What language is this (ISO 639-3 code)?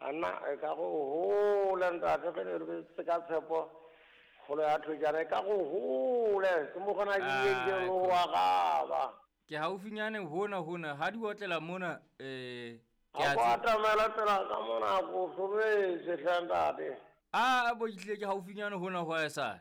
sot